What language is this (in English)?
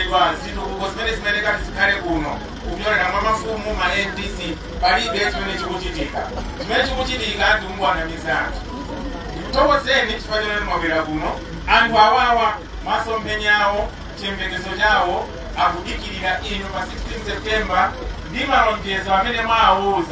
Nyanja